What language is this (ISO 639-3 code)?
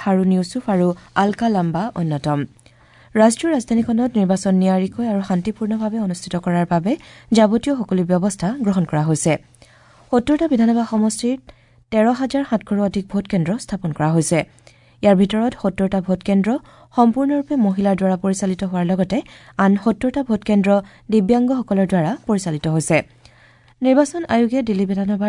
asm